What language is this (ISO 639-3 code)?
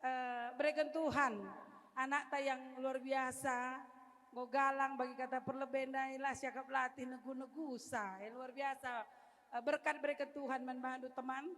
btx